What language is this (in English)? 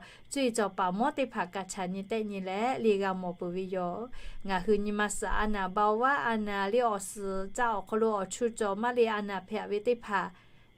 Lahu